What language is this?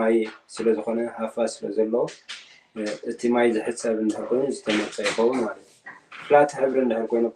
Tigrinya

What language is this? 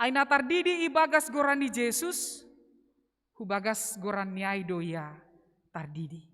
Batak Simalungun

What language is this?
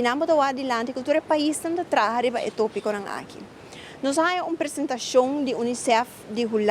Papiamento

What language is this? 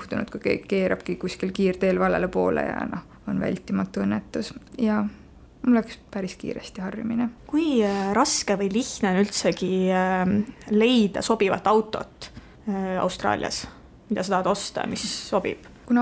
Estonian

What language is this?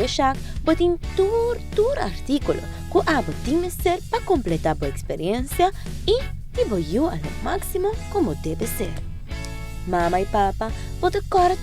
Papiamento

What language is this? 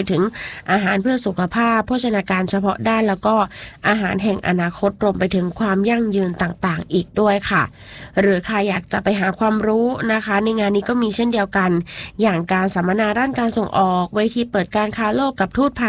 Thai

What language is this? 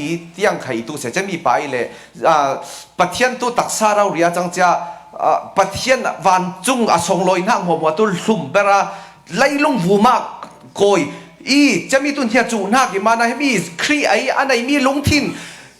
Falam Chin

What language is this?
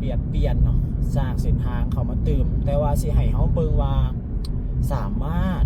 Lao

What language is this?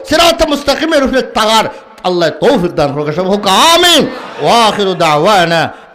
Sylheti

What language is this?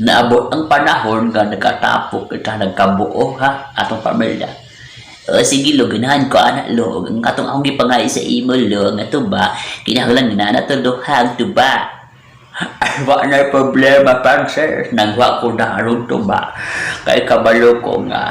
Cebuano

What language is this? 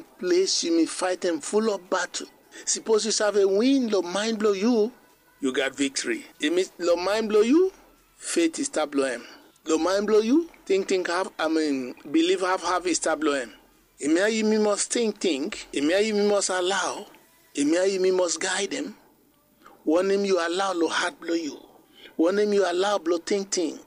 Bislama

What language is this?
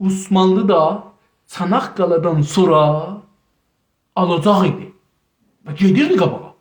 South Azerbaijani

